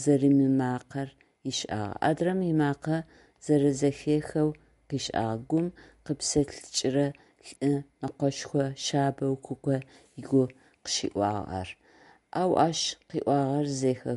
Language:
Adyghe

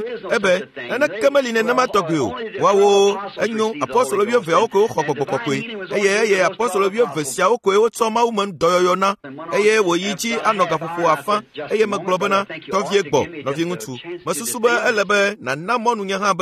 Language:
Ewe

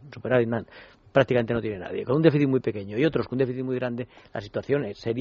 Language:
Spanish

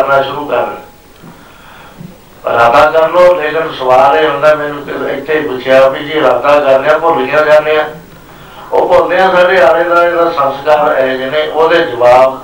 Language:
Punjabi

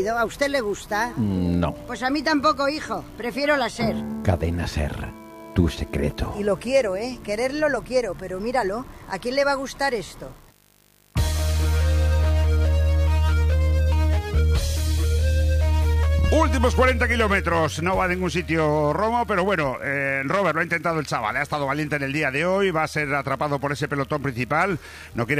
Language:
Spanish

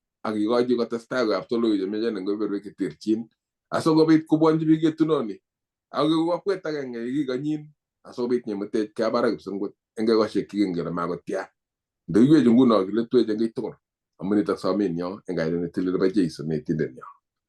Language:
Kalenjin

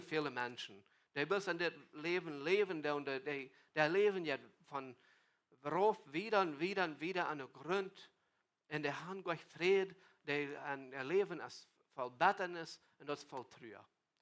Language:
Plautdietsch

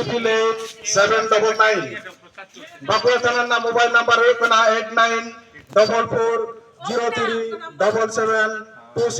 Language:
Santali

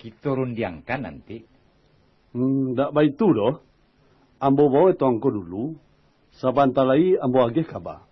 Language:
Minangkabau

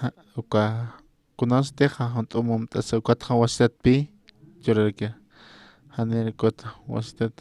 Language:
Aymara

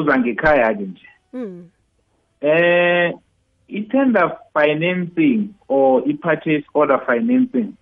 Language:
South Ndebele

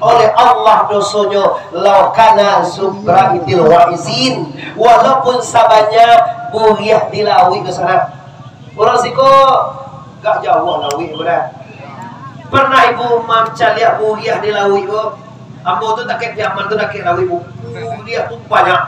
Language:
Minangkabau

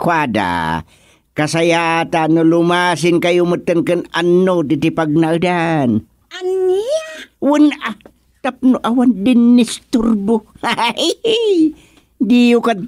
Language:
Iloko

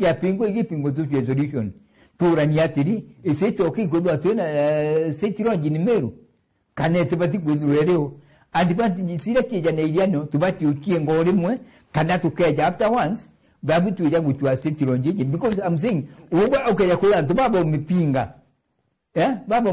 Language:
Meru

